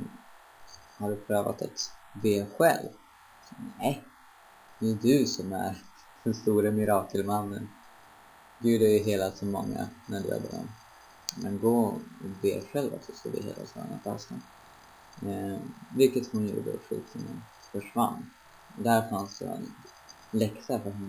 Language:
Swedish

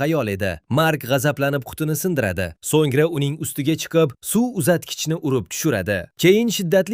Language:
Uzbek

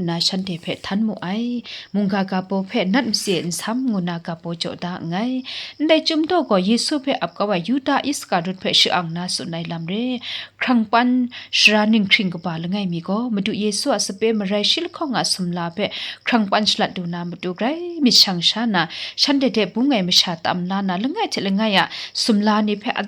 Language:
Kachin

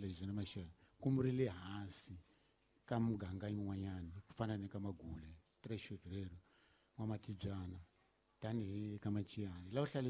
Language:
Tsonga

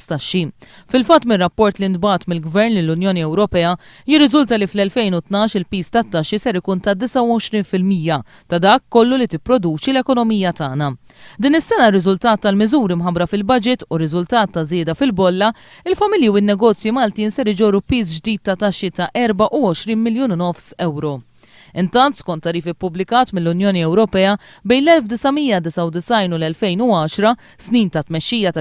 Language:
Maltese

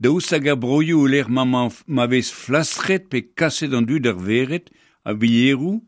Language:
Breton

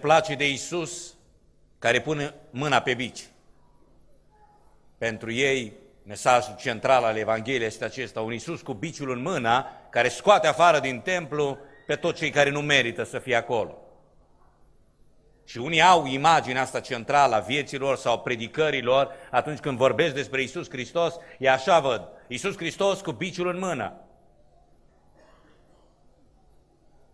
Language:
Romanian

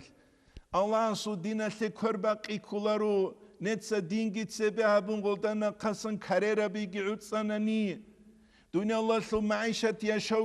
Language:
Avaric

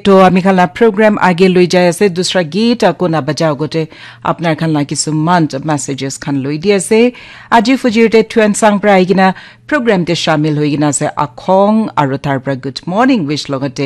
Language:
Naga Pidgin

